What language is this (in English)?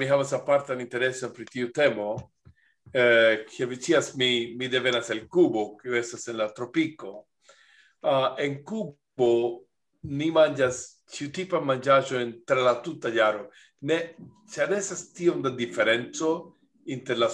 Esperanto